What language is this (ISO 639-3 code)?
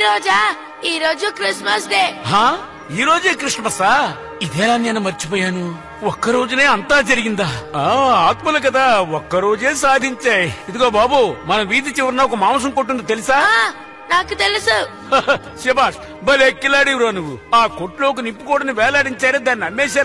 tel